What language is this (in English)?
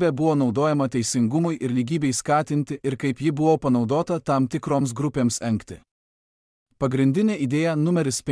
Lithuanian